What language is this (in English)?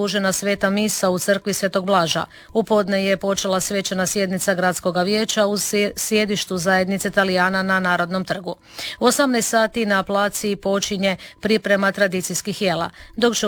Croatian